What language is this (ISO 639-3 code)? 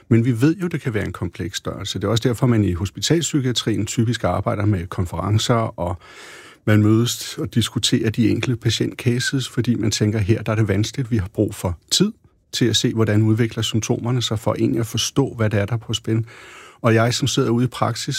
dan